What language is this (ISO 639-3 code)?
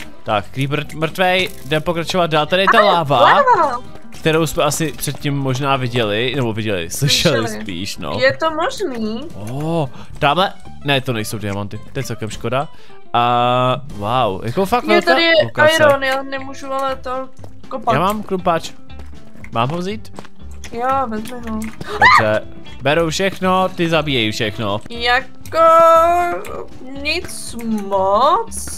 ces